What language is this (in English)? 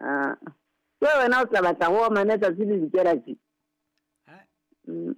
Southern Sotho